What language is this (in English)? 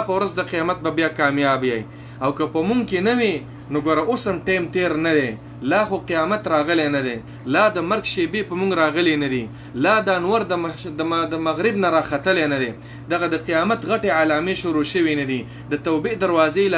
Pashto